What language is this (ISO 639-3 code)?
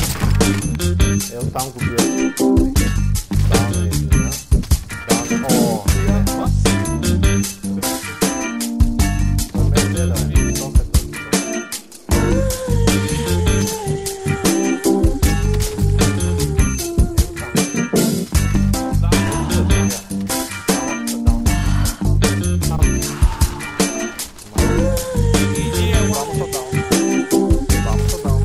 bul